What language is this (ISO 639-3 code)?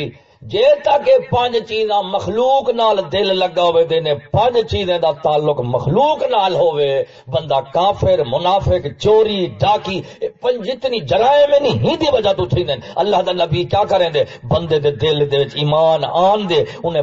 skr